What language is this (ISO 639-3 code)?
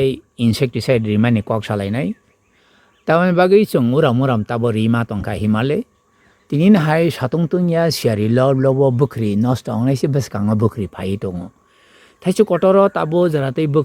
trp